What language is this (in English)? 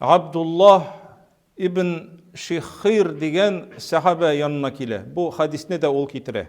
Tatar